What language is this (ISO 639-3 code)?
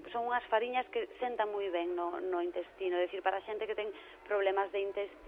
glg